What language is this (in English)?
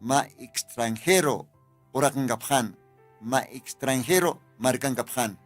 Aymara